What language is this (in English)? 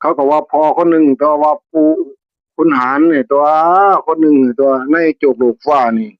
Northeastern Thai